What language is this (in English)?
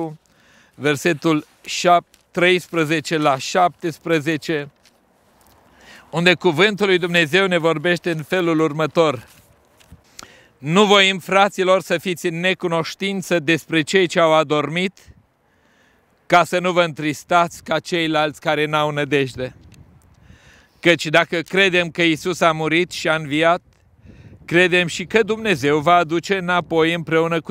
Romanian